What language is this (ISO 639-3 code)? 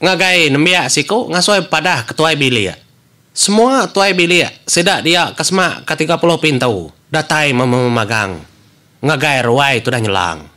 iba